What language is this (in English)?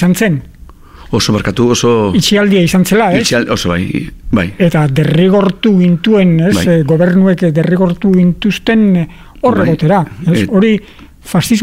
Basque